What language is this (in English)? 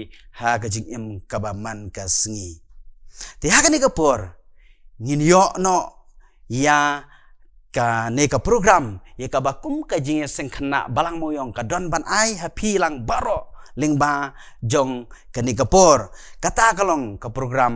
Khasi